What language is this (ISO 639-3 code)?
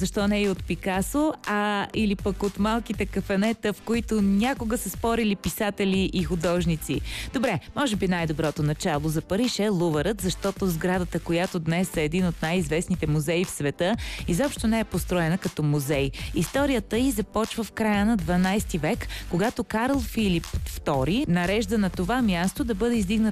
bul